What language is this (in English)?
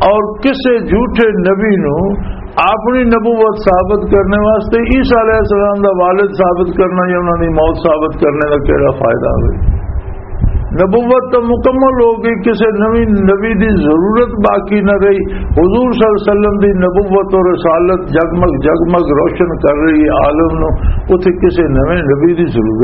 Western Panjabi